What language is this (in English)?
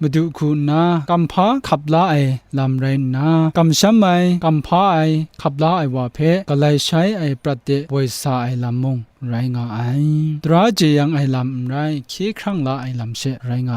Kachin